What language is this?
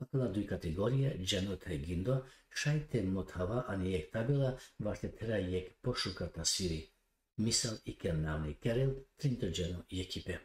Balkan Romani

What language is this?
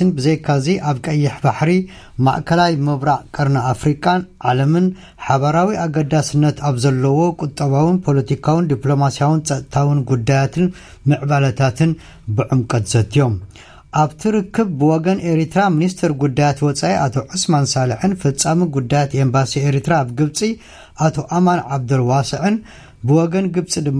Tigrinya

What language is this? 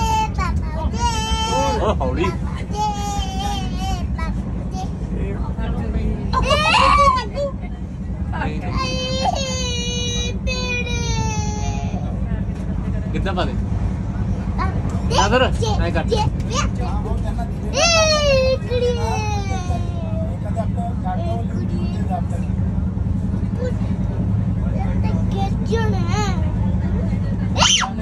Punjabi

